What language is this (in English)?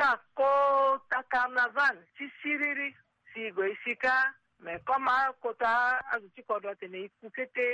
Sango